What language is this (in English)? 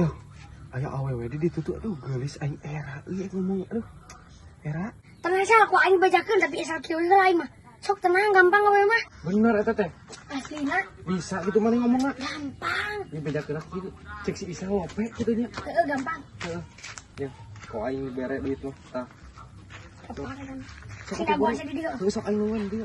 Sundanese